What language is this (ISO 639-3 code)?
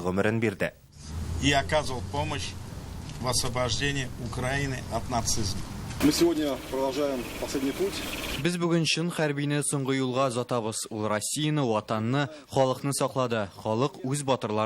tat